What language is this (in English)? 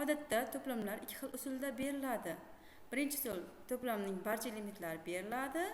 Uzbek